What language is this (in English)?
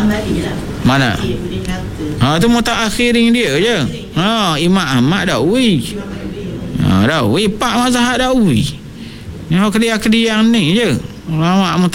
Malay